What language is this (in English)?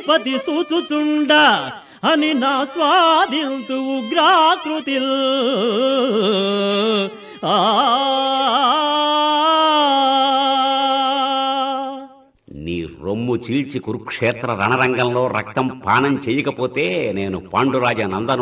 Telugu